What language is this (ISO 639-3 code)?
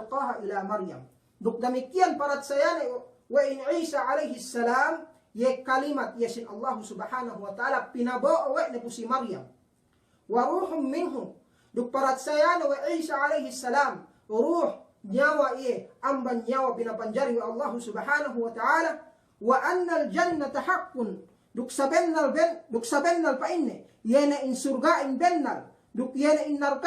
yka